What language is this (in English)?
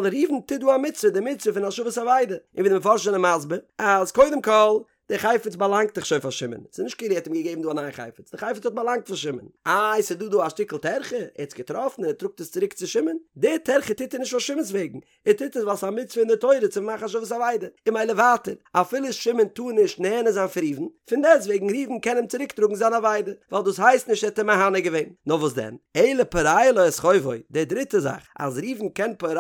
Yiddish